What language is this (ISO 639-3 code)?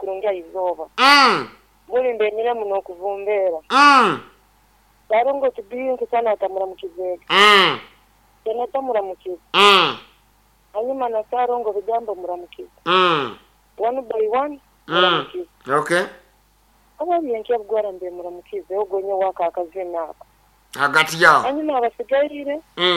nyn